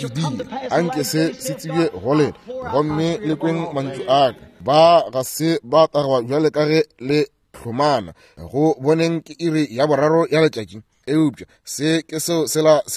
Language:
Northern Sotho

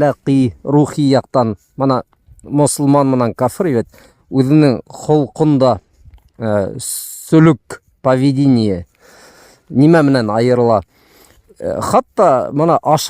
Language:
Bashkir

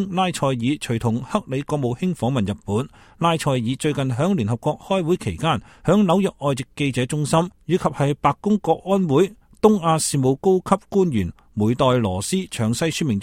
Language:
Cantonese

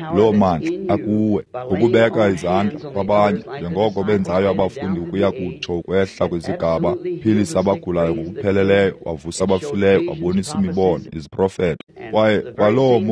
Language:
Xhosa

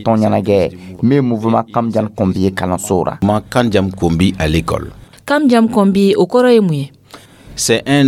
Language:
Dyula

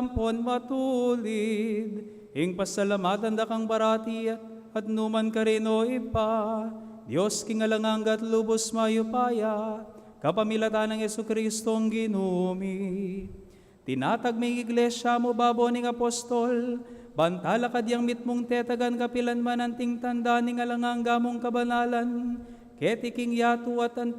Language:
Pampanga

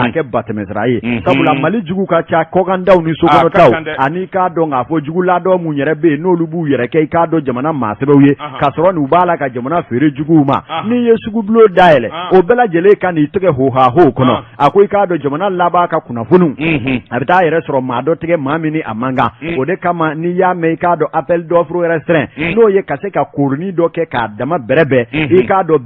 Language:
Bambara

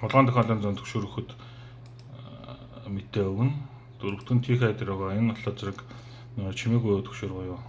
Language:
Mongolian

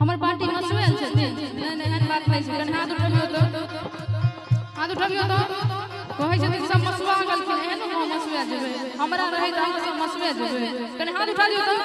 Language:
Maithili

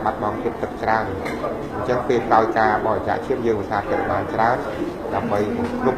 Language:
Khmer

